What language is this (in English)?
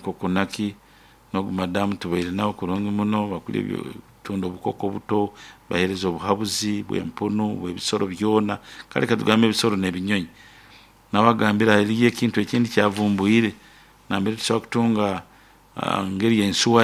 Nyoro